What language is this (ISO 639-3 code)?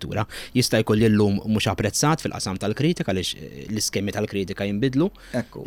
mlt